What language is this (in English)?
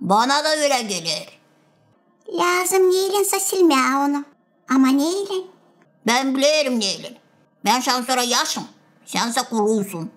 Gagauz